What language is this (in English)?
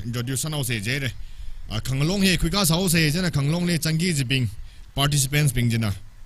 Tangkhul Naga (India)